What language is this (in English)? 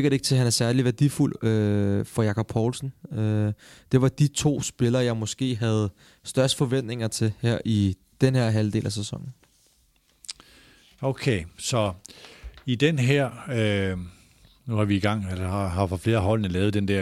Danish